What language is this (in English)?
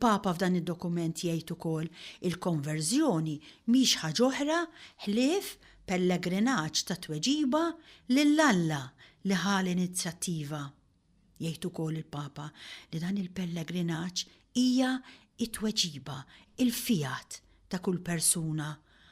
Maltese